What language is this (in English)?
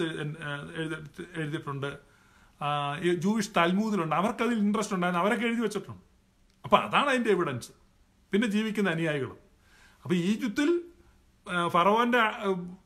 Malayalam